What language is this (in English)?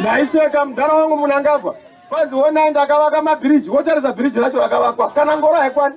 Shona